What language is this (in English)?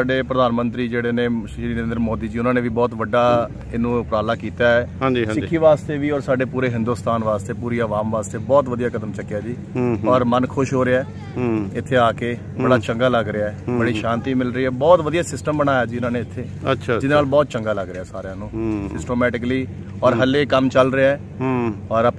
Punjabi